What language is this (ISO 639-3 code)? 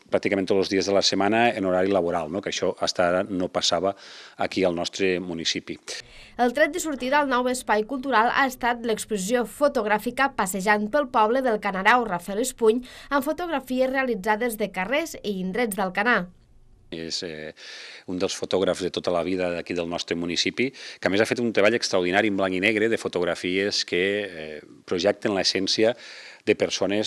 cat